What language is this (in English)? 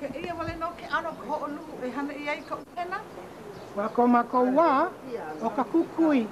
Hawaiian